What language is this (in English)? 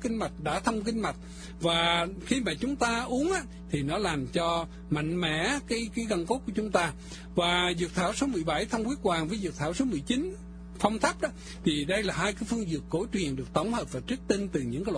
Vietnamese